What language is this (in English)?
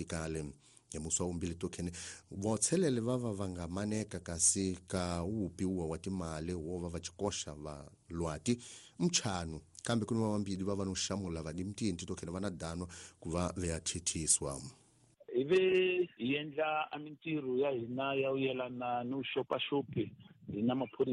Tsonga